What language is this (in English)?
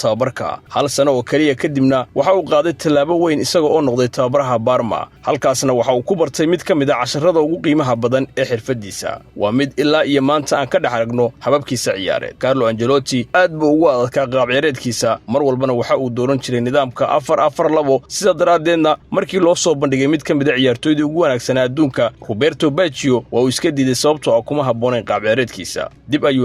Somali